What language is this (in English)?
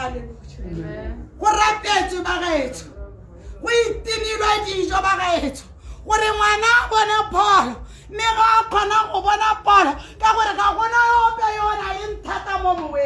Tswana